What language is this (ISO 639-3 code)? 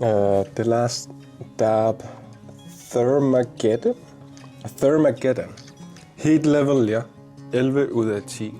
kal